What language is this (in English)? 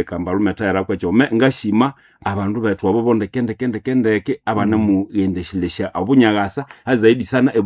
Nande